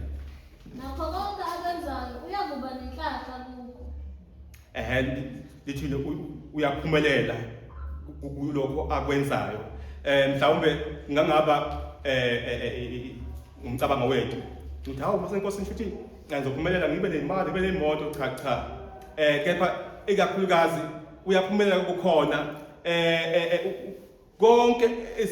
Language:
Zulu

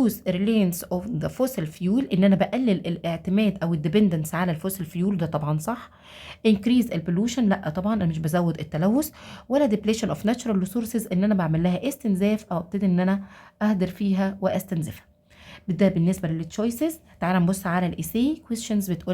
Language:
Egyptian Arabic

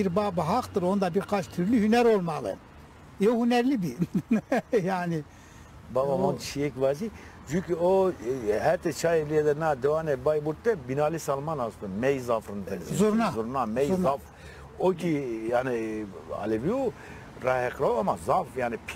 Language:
Zaza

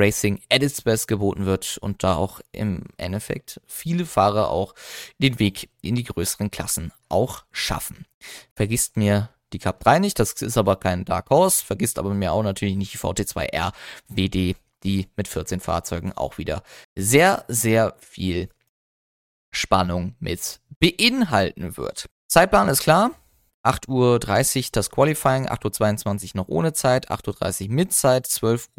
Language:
German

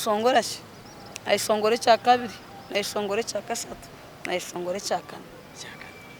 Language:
Nyankole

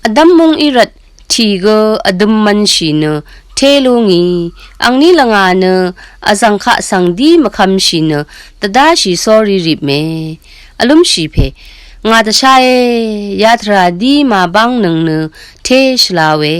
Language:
Rawang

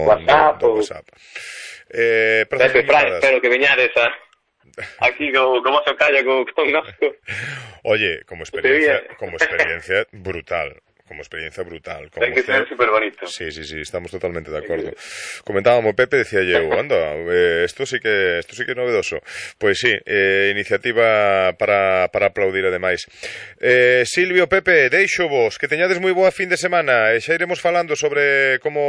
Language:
Galician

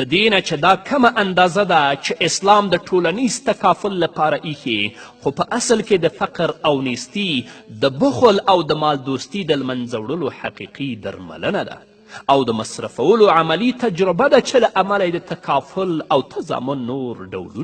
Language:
Pashto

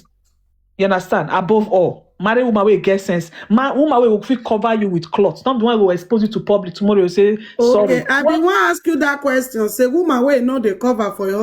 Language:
Nigerian Pidgin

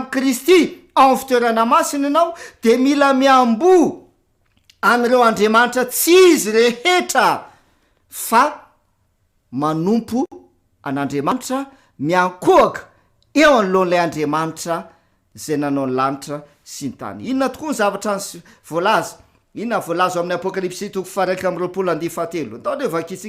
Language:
Malagasy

